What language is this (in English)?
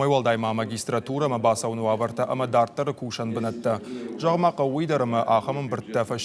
Ossetic